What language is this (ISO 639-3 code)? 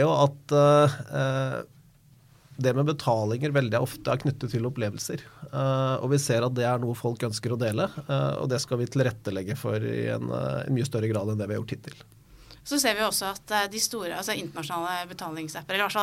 nor